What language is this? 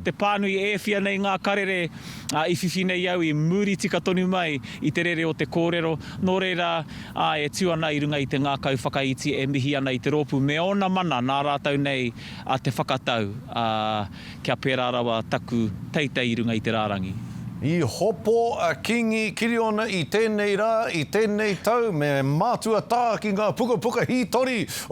Māori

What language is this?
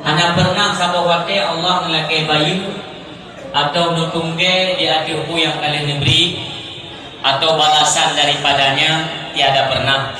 Achinese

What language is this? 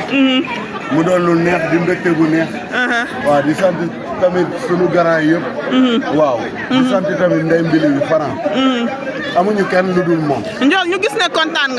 Wolof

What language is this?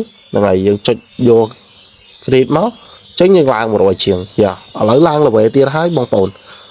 Khmer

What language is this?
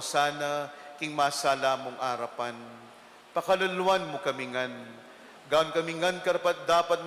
Pampanga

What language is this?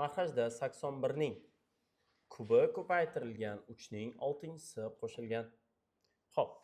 Uzbek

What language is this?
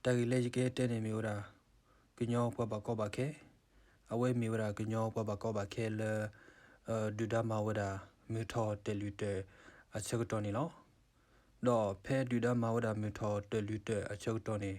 S'gaw Karen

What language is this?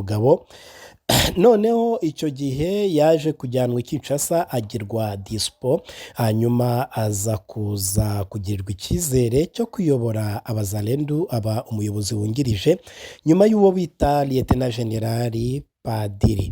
Kinyarwanda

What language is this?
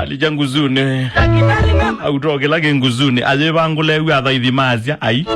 Kamba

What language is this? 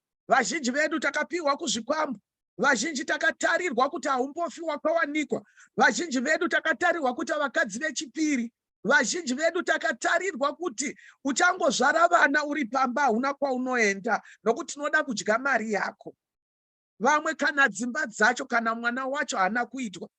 Shona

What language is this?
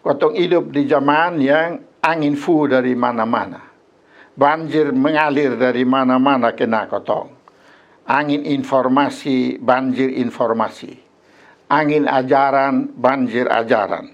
Kupang Malay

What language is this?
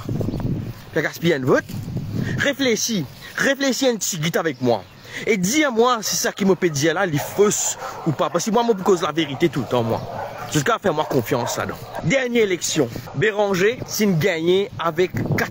Morisyen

